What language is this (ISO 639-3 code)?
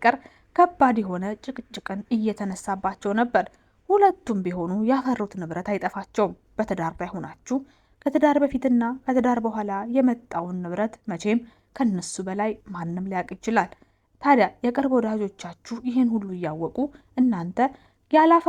amh